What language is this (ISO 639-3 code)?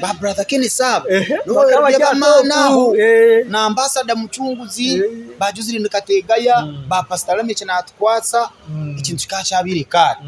nyn